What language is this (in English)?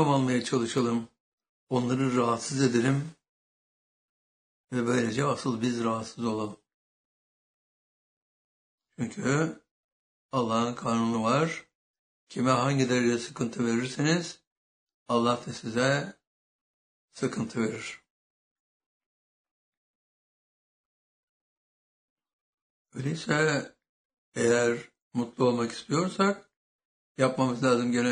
Turkish